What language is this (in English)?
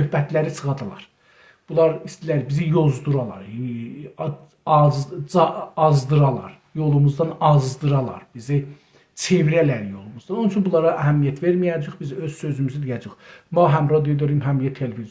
South Azerbaijani